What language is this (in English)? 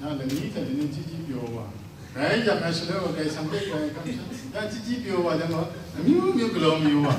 Kachin